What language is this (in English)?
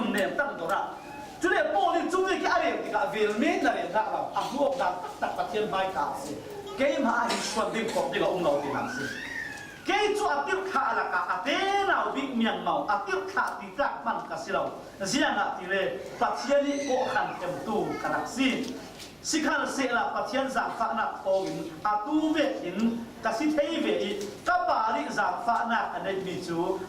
Falam Chin